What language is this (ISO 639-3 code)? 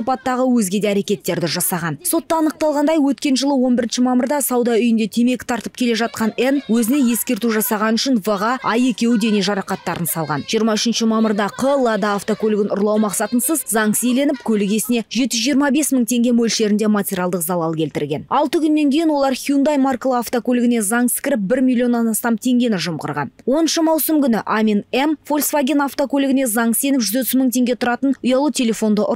kaz